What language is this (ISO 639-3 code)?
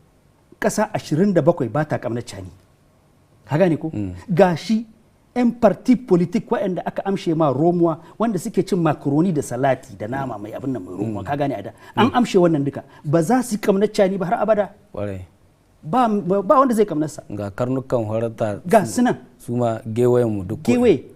hau